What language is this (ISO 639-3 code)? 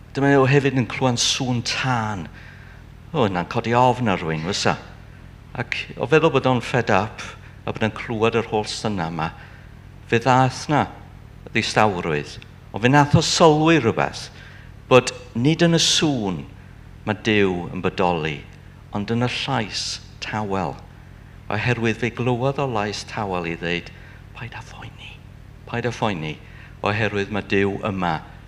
cym